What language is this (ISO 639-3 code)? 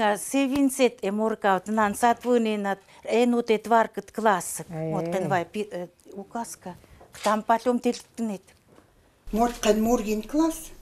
ckt